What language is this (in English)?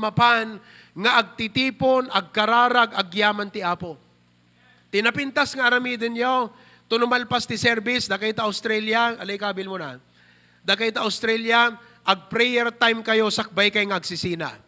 Iloko